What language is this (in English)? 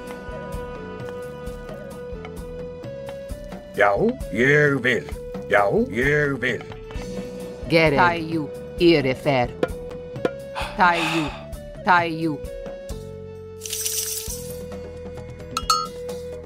Icelandic